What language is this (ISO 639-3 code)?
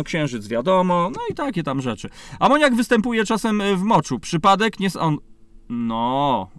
pol